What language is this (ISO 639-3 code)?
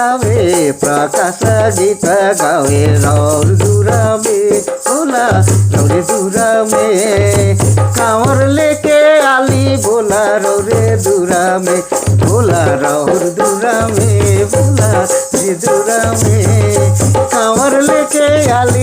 sck